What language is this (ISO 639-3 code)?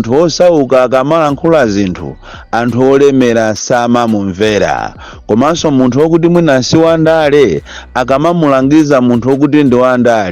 nya